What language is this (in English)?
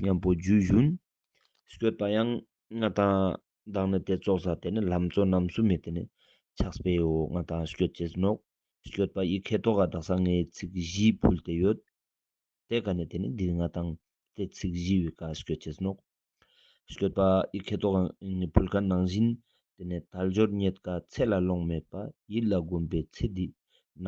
Ladakhi